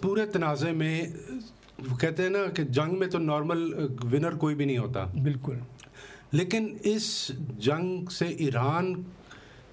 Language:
Urdu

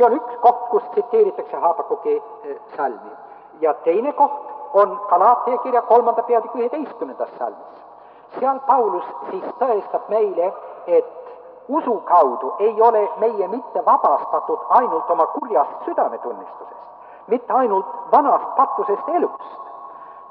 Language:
Estonian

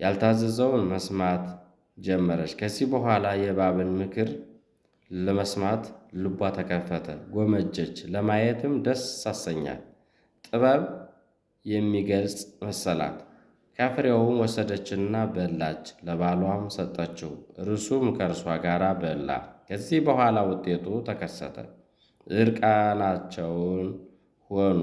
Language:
Amharic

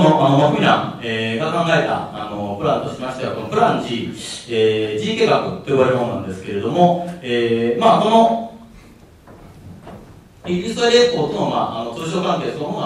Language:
Japanese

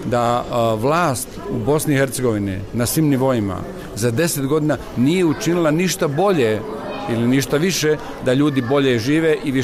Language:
Bosnian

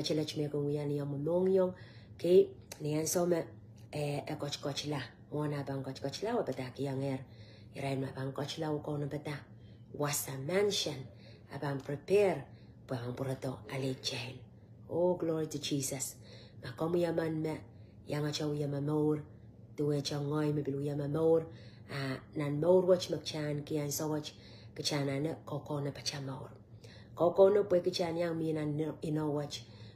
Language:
Pohnpeian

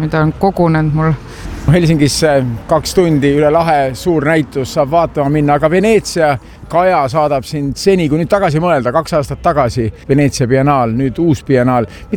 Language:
Estonian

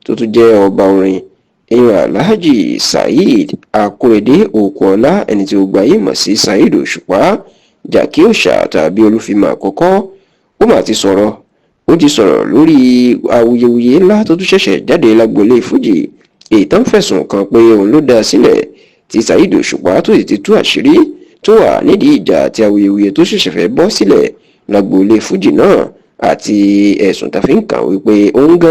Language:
Yoruba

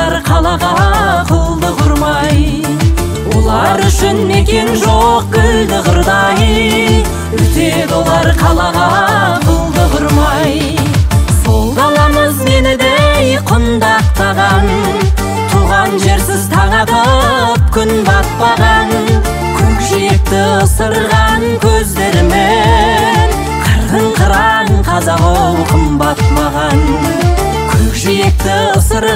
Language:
Kazakh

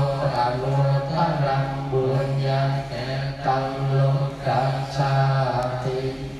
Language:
Pali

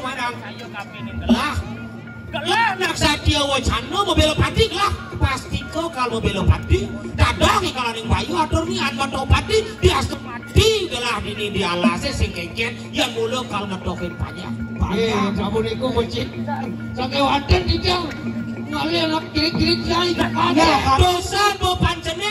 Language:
Balinese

